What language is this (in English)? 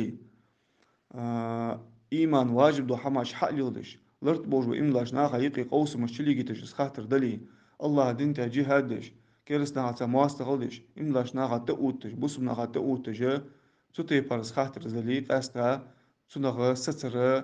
Ingush